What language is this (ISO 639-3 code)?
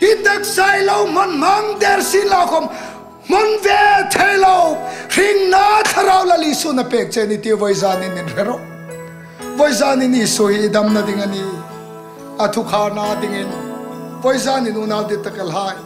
hmr